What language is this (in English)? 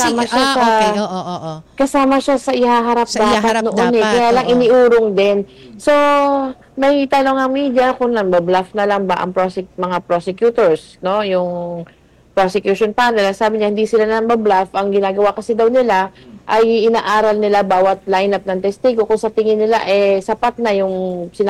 Filipino